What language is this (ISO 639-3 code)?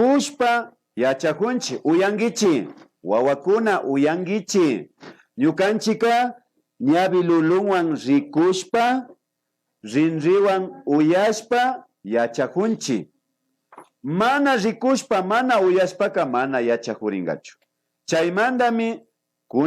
qvi